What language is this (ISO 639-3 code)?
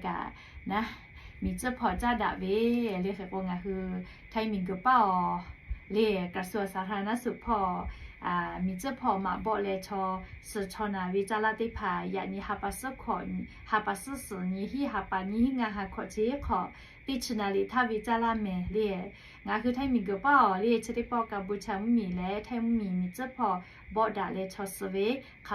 lhu